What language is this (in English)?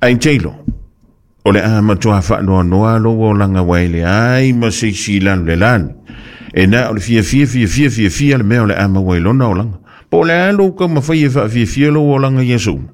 Samoan